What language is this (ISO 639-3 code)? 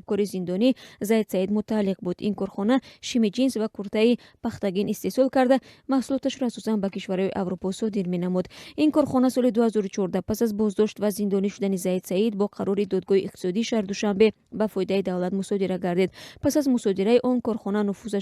tgk